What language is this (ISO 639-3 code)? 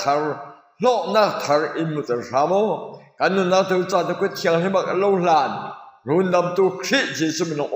cfm